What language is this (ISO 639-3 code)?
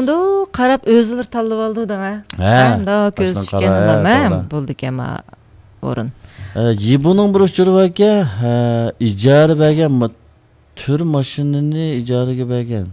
uig